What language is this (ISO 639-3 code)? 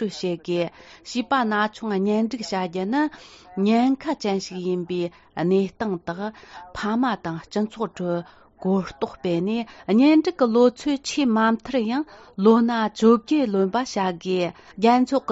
bod